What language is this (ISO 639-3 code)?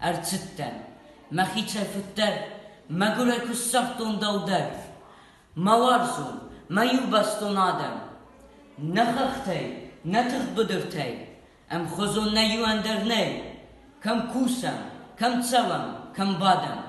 oss